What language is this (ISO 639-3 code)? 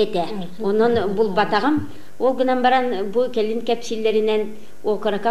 sah